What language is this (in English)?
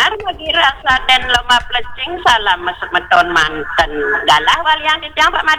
Balinese